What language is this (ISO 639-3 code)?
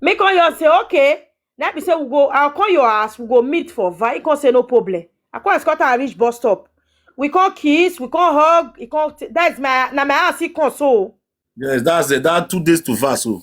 pcm